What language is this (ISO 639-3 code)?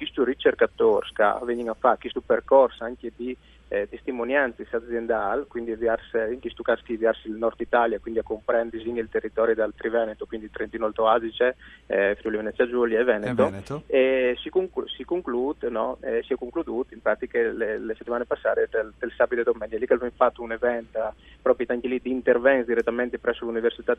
fur